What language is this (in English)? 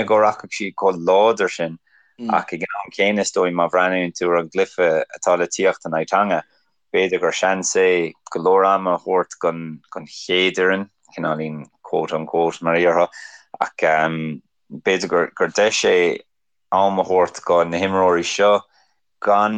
Irish